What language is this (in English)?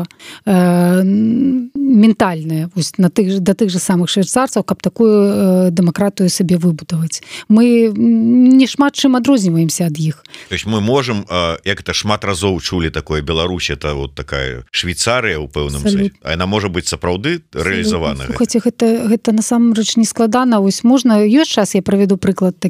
Belarusian